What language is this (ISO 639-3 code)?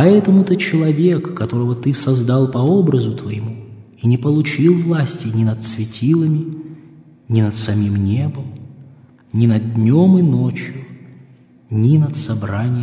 rus